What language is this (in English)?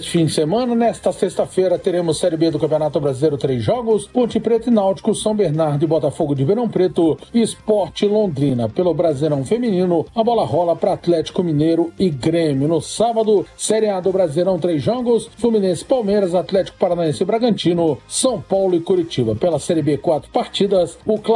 Portuguese